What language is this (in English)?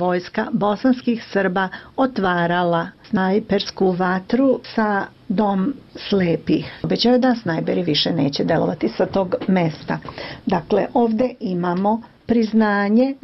Bosnian